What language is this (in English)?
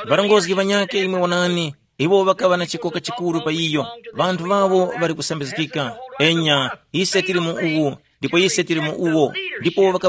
Tumbuka